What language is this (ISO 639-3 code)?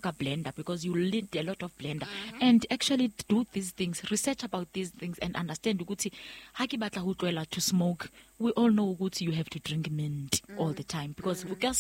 sot